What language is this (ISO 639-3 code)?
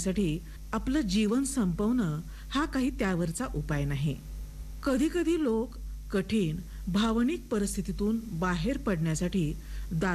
mar